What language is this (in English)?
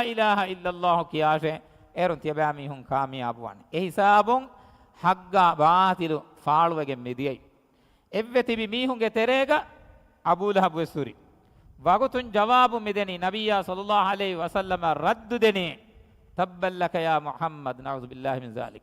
Divehi